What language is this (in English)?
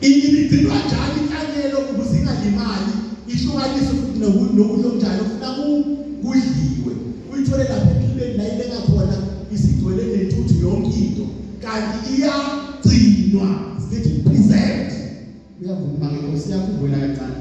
Zulu